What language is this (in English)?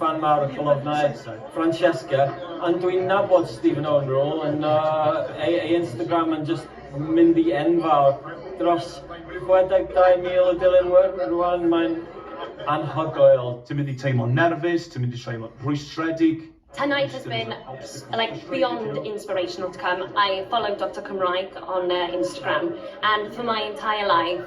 Welsh